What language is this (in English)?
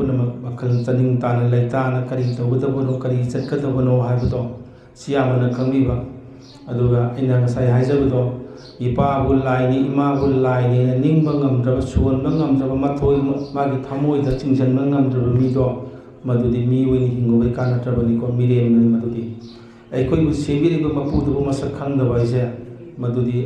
Manipuri